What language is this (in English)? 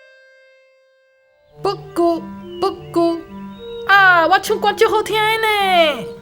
Min Nan Chinese